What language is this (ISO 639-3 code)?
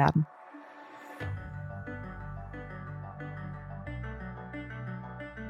dan